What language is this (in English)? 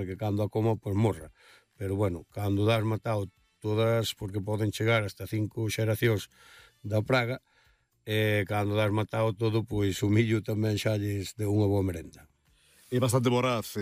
Galician